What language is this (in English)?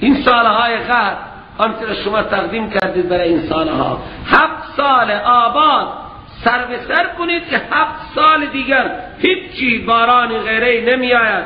Persian